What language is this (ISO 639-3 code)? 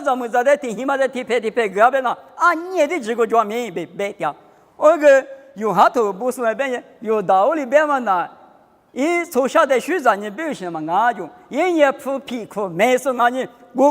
lis